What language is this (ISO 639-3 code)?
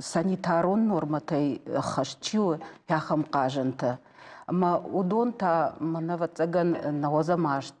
oss